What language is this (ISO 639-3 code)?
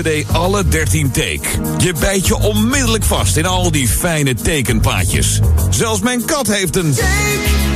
nld